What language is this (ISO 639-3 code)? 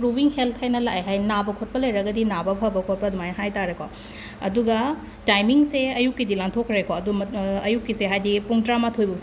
mni